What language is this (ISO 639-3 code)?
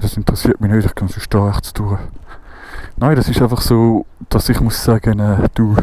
gsw